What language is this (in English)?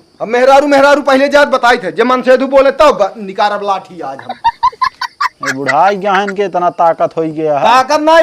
Awadhi